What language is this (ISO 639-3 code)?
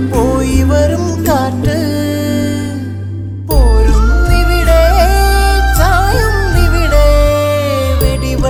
mal